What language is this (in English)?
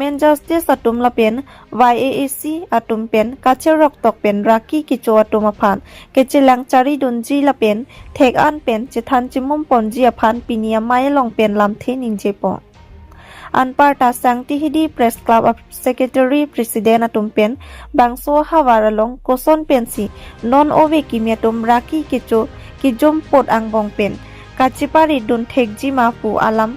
Karbi